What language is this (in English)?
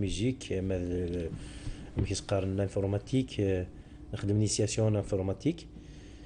Kabyle